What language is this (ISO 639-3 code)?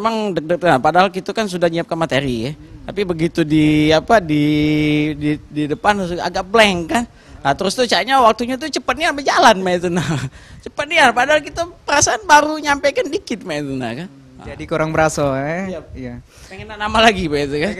mui